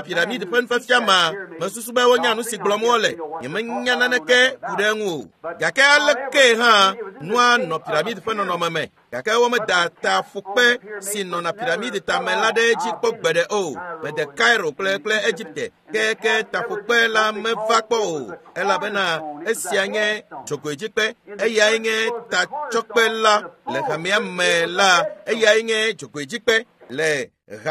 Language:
Ewe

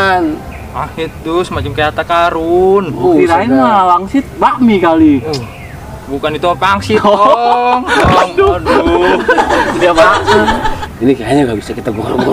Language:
Betawi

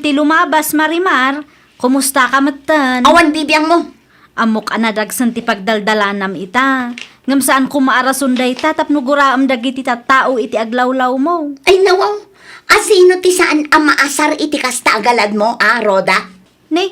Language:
Iloko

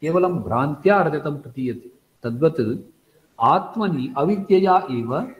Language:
Sanskrit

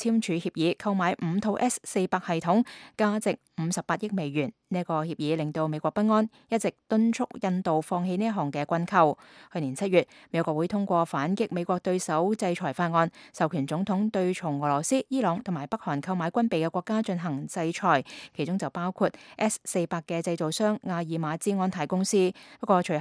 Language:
Cantonese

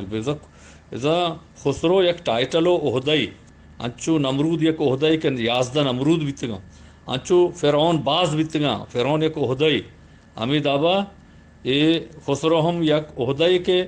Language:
Eastern Balochi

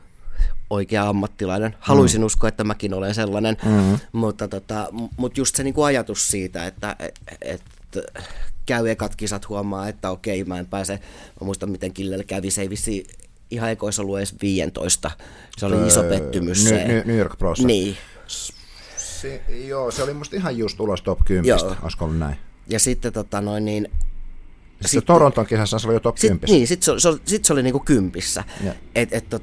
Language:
Finnish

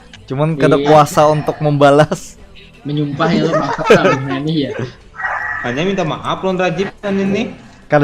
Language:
Banjar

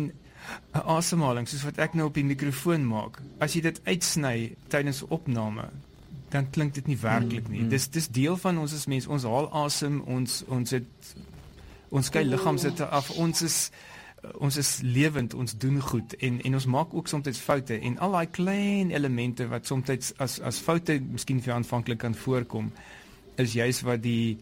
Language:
Afrikaans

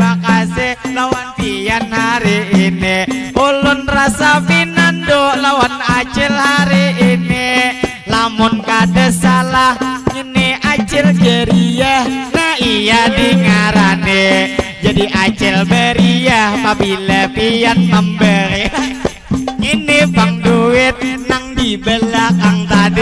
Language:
Banjar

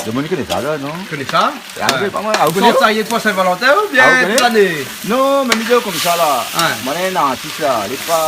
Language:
Réunion Creole French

